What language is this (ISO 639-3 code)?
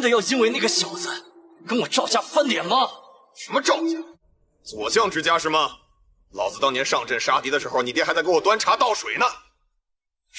zho